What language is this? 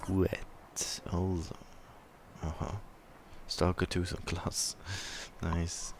Swiss German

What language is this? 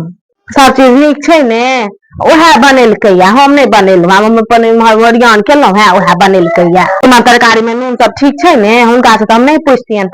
Maithili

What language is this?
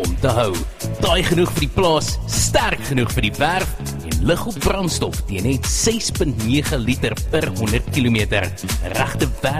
Afrikaans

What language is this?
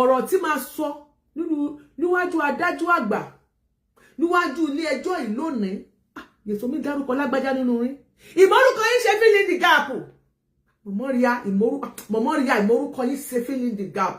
Yoruba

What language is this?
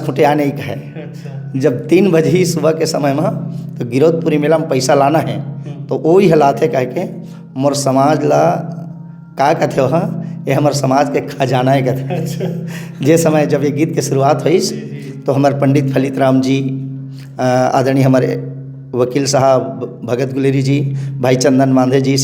Chhattisgarhi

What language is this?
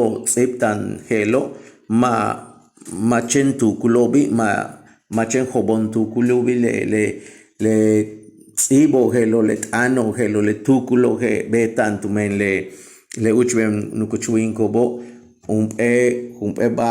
Yucateco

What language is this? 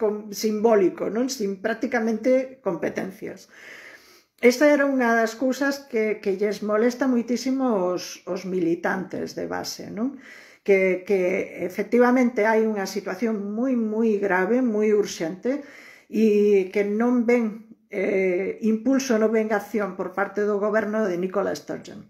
Galician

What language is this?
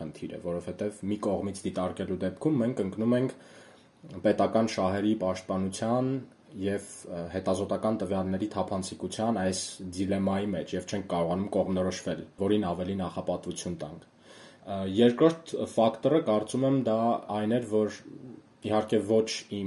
Armenian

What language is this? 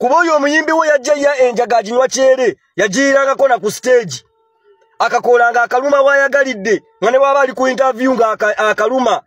Ganda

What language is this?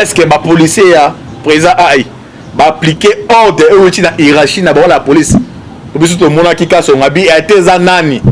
Lingala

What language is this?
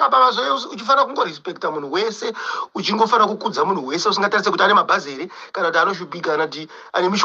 Shona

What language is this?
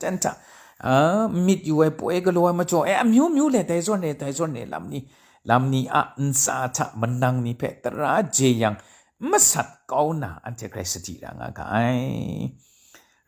Kachin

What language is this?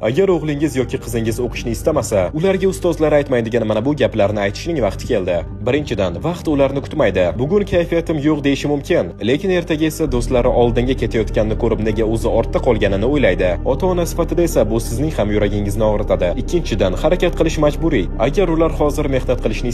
Uzbek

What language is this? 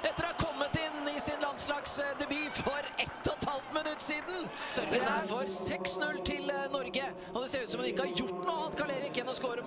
Norwegian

